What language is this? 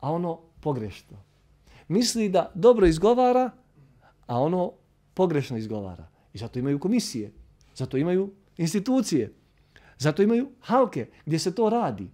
Bosnian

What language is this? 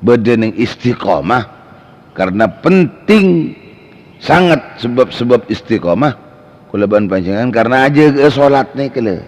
Madurese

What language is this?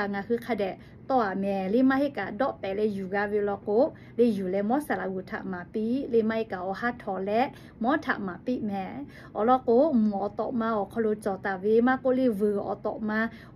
Lahu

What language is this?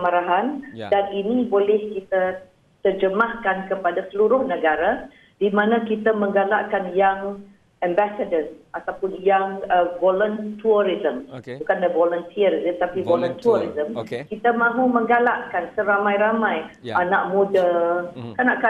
Malay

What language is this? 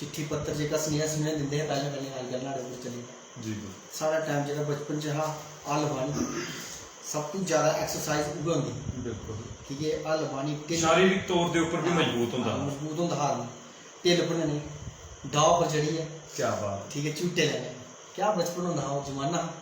Dogri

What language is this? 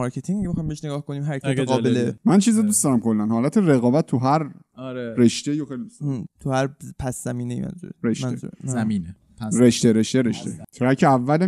Persian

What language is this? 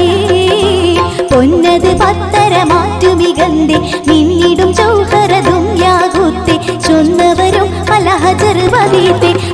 Malayalam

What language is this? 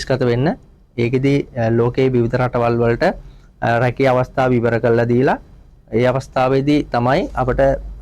Sinhala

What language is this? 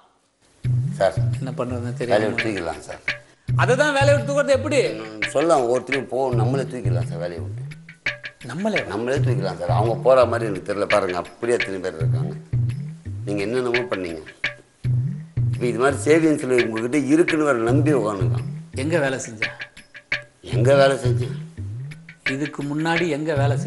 Tamil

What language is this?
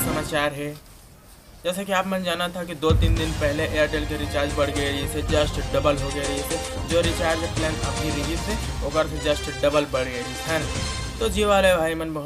Chhattisgarhi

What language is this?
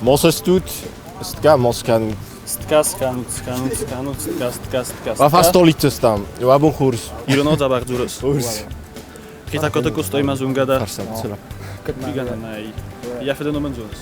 Ossetic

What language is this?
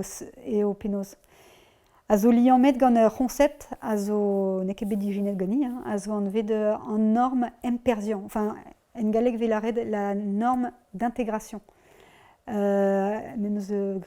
Breton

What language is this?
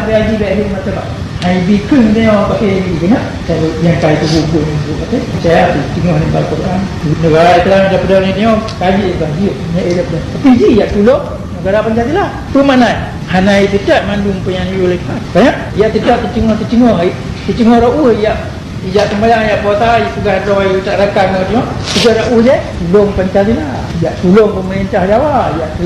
Achinese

